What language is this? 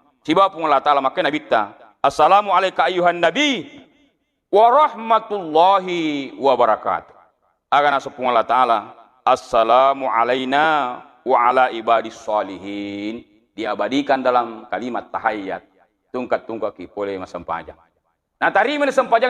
Buginese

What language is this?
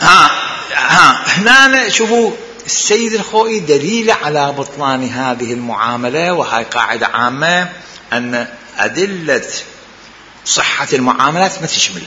Mesopotamian Arabic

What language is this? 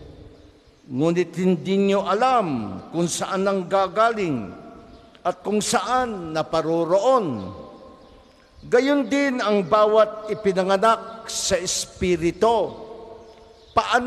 Filipino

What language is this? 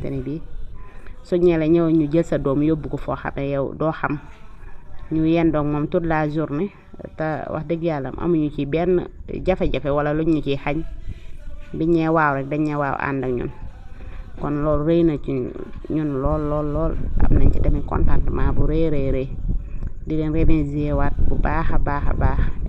Wolof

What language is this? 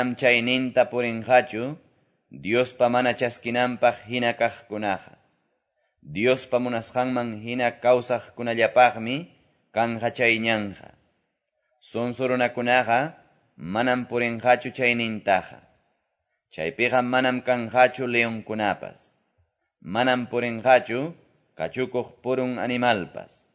Quechua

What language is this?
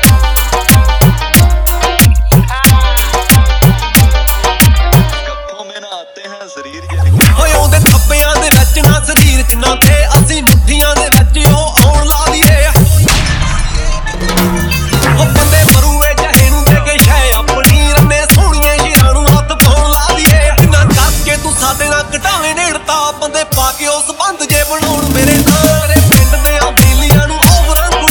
Punjabi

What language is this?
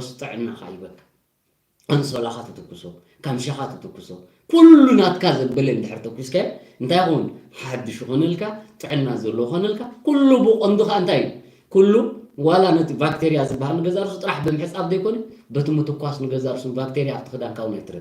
Tigrinya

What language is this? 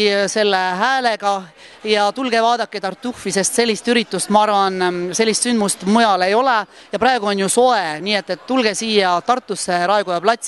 Estonian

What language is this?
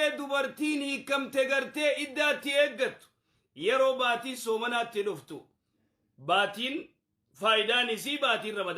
Oromo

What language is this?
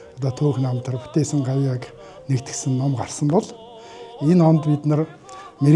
Mongolian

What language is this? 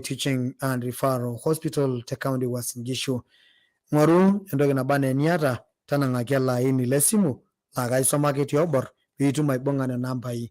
Masai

